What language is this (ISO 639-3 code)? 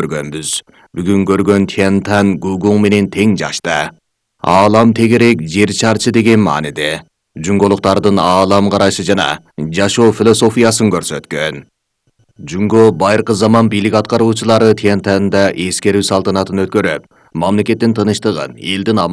kir